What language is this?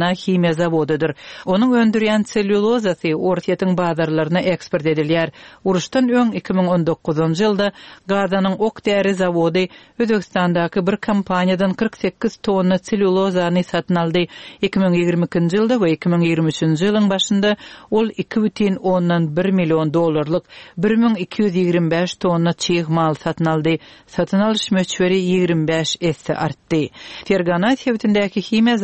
Turkmen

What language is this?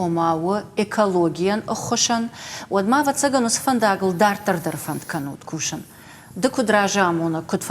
Ossetic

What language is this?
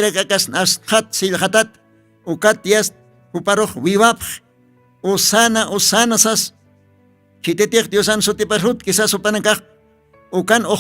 Aymara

